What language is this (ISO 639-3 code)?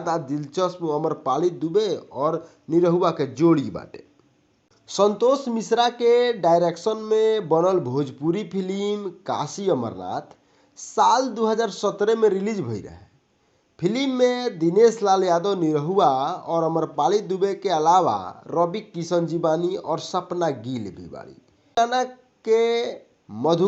bho